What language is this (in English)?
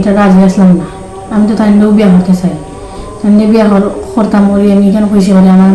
Sylheti